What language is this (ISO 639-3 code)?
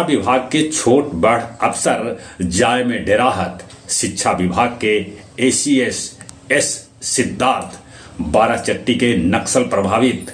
mag